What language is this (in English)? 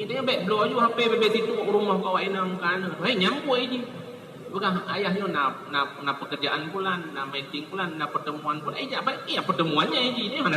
Achinese